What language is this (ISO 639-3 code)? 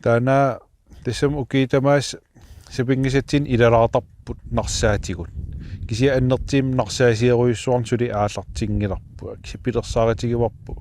kal